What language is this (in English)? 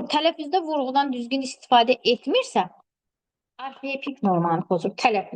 Azerbaijani